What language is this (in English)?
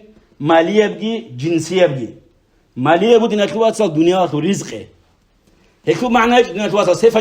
Avaric